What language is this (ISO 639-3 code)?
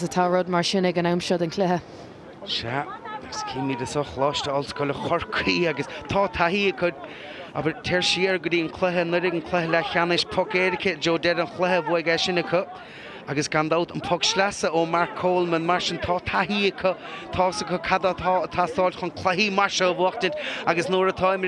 gle